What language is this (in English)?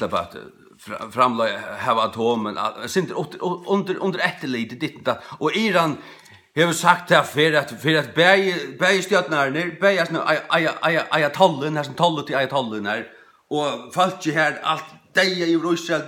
Faroese